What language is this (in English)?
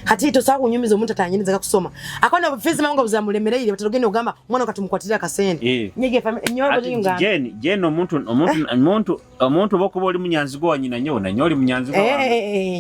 Nyoro